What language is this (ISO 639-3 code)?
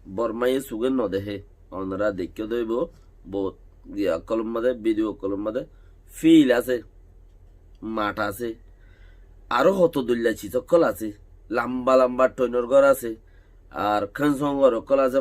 rhg